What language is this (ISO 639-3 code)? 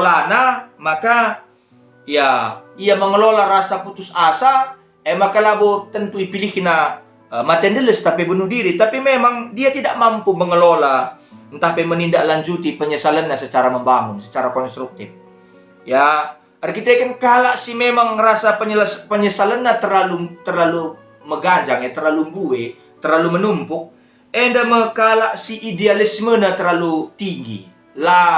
btx